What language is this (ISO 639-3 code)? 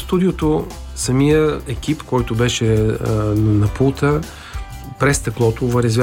bul